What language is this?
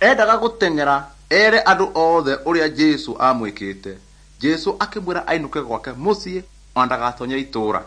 Kikuyu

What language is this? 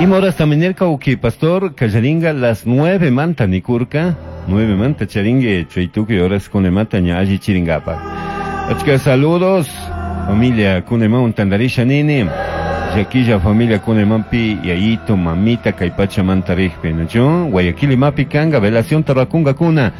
Chimborazo Highland Quichua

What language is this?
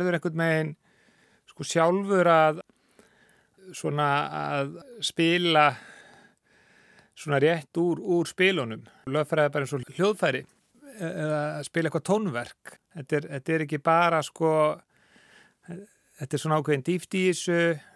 Icelandic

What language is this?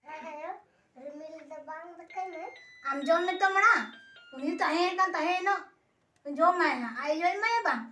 Santali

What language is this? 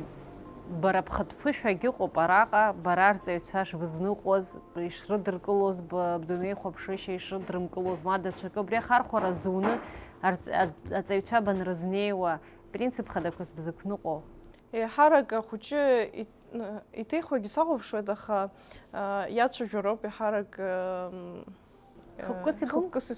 Abkhazian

